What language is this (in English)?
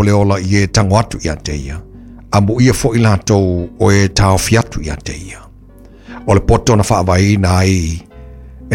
Samoan